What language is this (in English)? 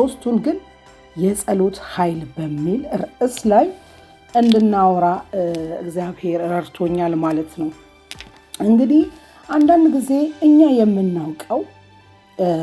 Amharic